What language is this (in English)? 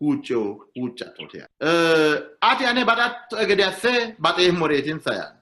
Sidamo